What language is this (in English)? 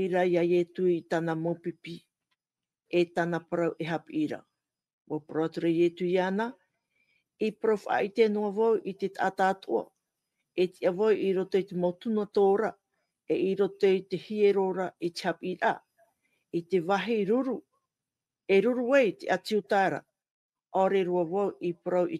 Tahitian